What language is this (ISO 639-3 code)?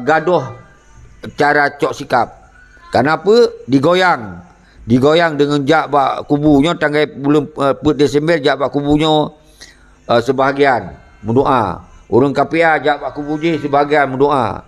ace